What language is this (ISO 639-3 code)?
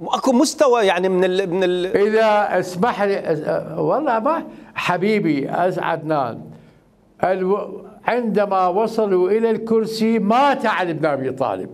acm